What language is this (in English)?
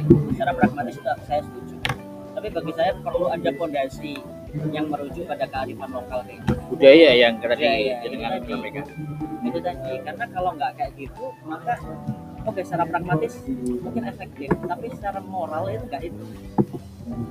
Indonesian